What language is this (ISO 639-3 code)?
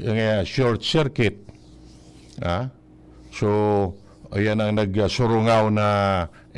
bik